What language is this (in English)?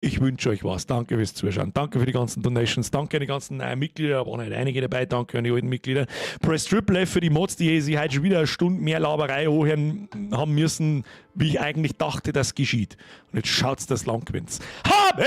Bavarian